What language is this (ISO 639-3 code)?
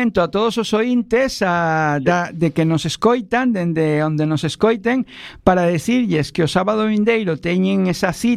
glg